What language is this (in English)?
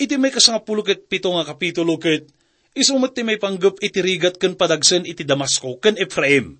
Iloko